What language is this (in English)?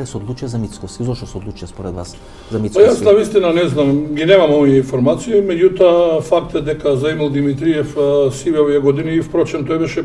Macedonian